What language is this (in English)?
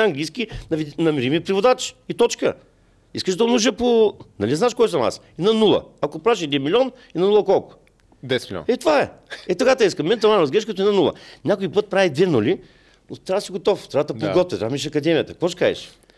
Bulgarian